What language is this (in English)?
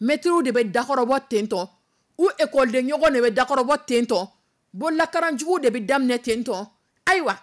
Dyula